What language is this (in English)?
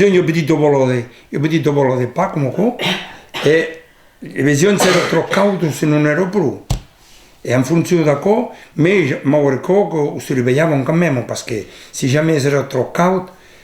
Occitan